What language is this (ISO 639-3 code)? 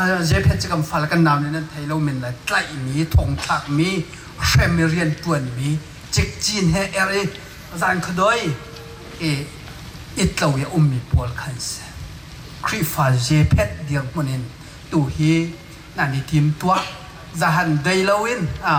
cnh